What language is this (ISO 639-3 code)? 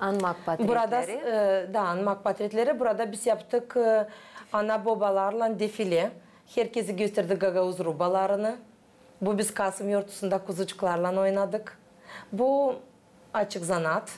gag